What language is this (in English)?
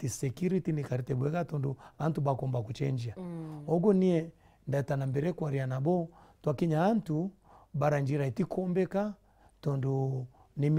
Meru